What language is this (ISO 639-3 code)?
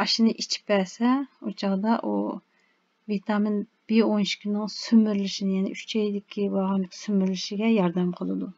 uig